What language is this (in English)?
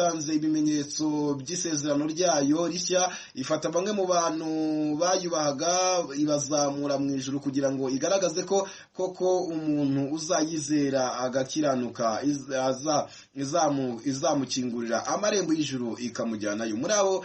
Kinyarwanda